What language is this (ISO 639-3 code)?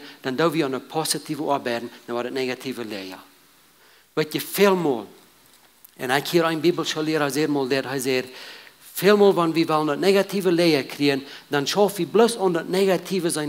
pdt